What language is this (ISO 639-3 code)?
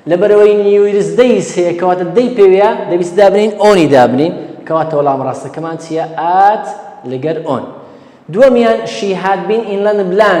ckb